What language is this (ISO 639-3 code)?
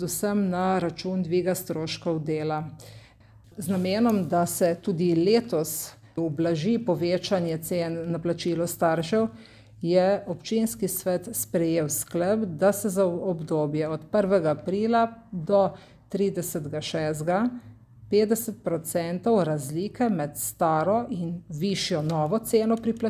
slv